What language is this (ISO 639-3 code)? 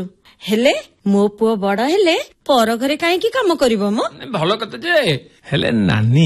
ori